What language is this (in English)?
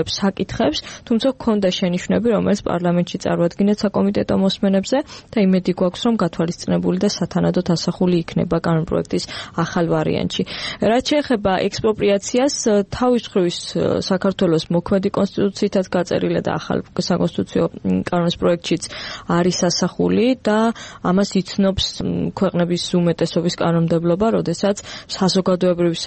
Georgian